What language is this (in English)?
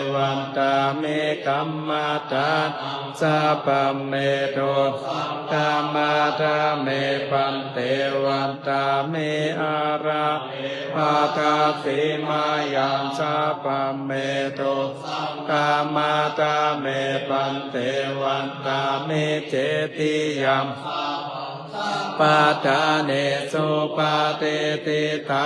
Pali